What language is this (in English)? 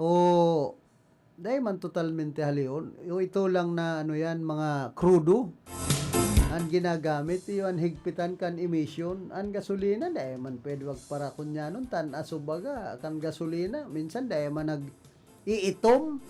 Bikol